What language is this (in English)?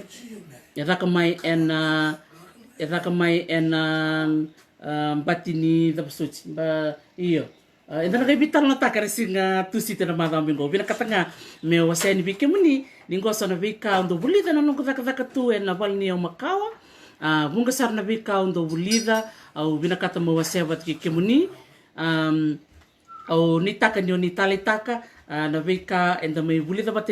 Fijian